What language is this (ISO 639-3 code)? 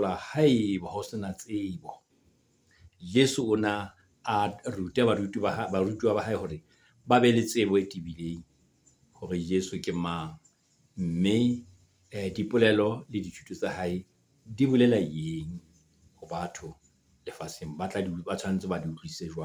sot